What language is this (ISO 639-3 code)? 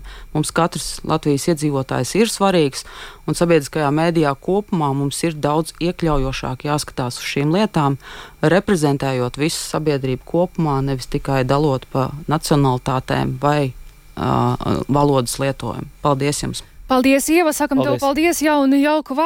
lav